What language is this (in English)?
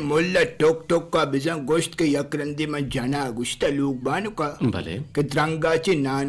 Eastern Balochi